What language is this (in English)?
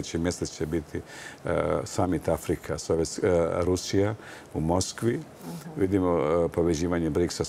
Serbian